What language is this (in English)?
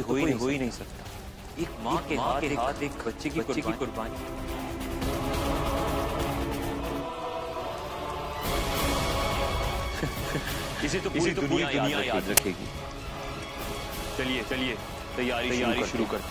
Hindi